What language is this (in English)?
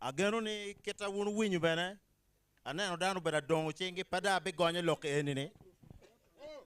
Acoli